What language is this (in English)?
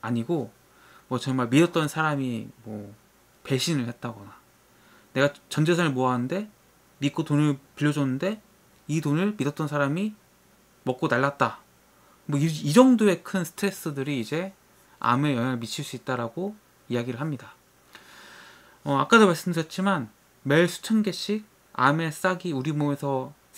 Korean